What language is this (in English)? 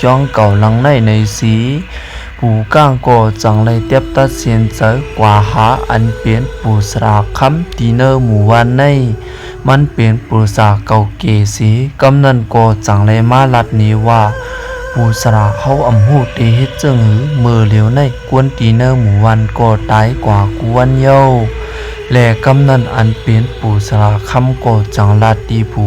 Shan